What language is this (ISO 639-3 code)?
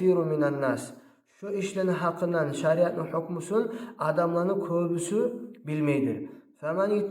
kum